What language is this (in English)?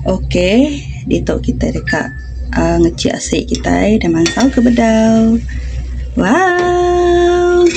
Iban